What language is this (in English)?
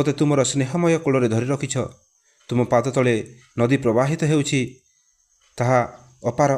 Odia